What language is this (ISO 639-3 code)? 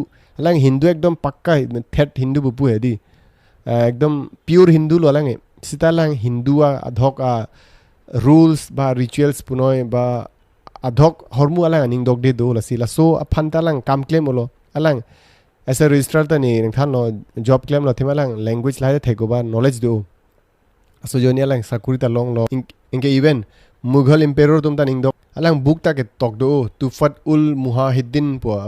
mjw